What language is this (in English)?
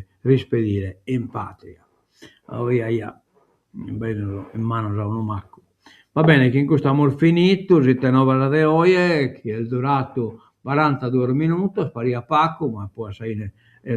Sardinian